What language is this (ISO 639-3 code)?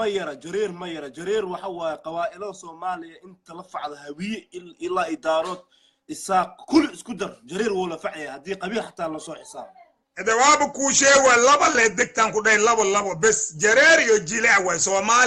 som